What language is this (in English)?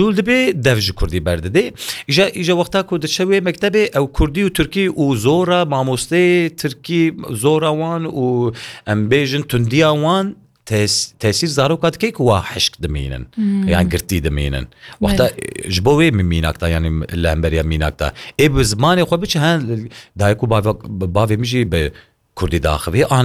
Kurdish